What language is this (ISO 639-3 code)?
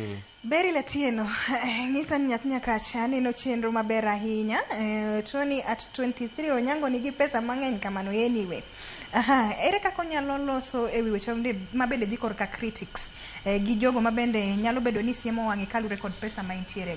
luo